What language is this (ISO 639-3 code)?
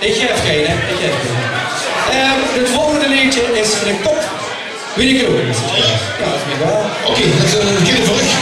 lim